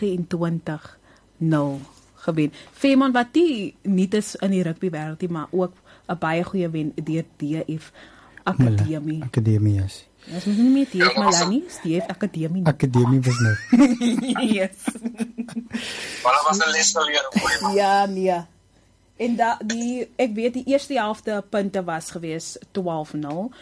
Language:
Afrikaans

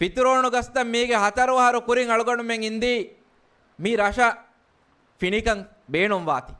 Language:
Divehi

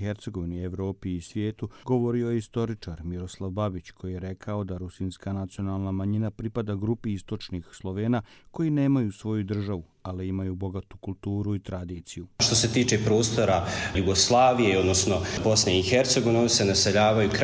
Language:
Serbian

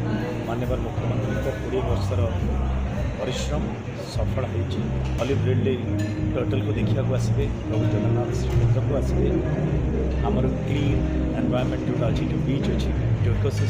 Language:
Odia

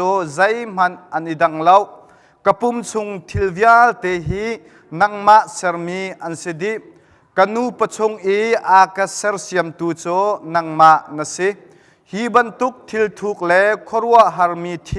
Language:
Hakha Chin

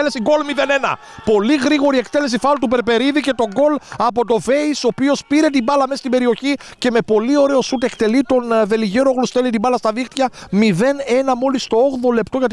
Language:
Greek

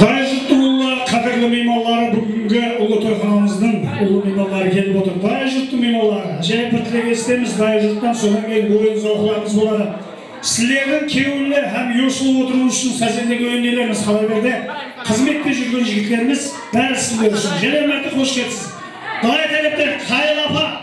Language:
Kara-Kalpak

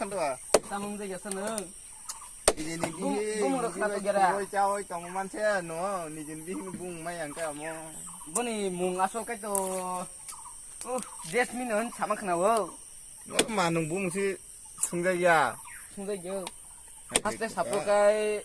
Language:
Kok Borok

